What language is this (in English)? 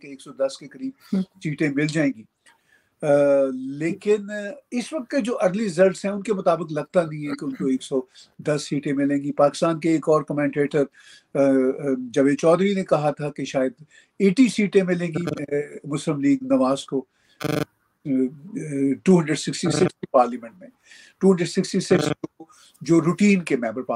Urdu